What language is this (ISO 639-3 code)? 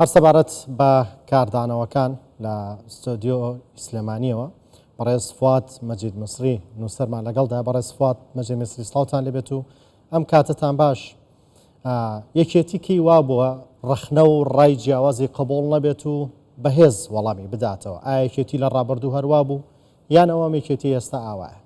ckb